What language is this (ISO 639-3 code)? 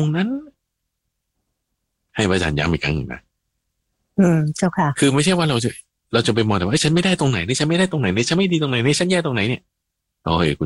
tha